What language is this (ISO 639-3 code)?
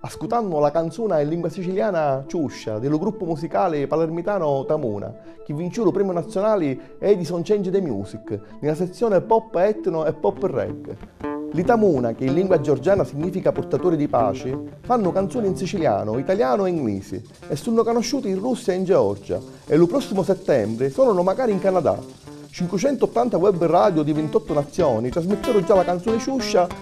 scn